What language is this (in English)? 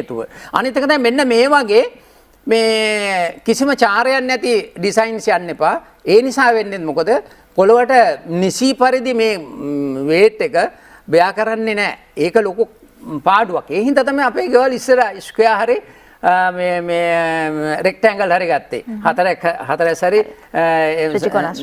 Sinhala